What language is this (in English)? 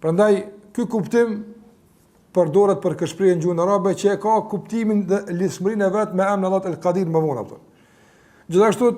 Albanian